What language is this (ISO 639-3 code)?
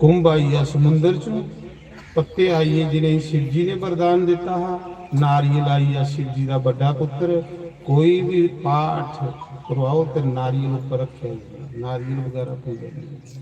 doi